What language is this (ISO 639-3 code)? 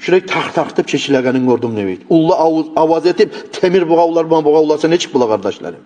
kum